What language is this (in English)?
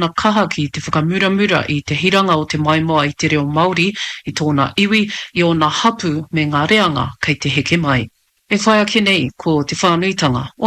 Māori